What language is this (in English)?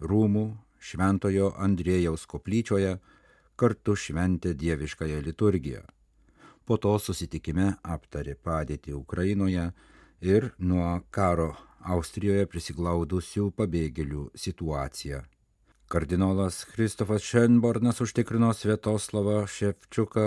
Lithuanian